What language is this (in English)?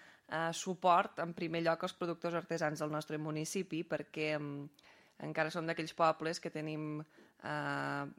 Catalan